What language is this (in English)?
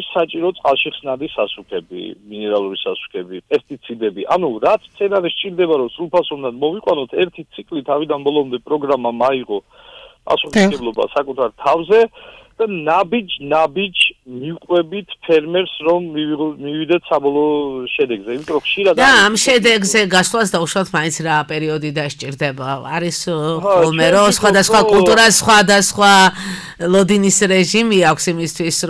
Georgian